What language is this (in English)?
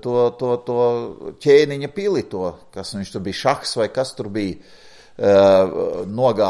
Latvian